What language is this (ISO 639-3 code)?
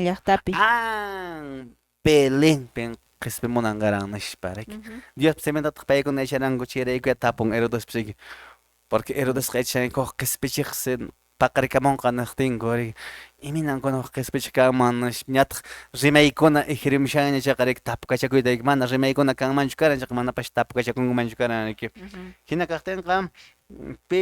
que